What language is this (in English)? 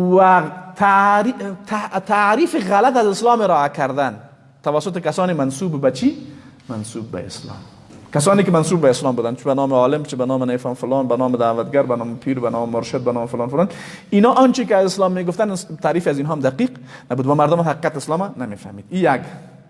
Persian